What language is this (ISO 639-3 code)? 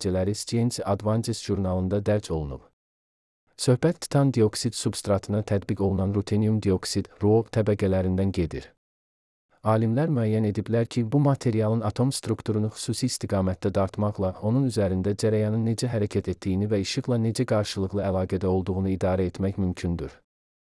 aze